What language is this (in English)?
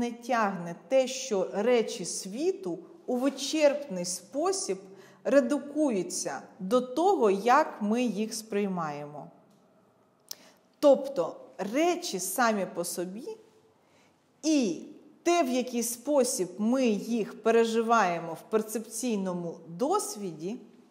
Ukrainian